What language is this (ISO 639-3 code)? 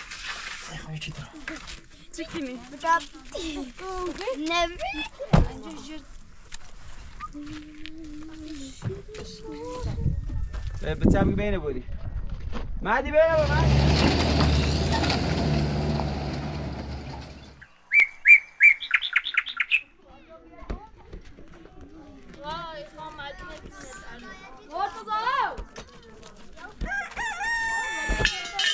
fas